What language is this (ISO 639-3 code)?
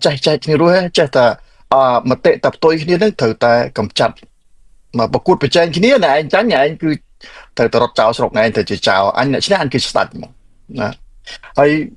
khm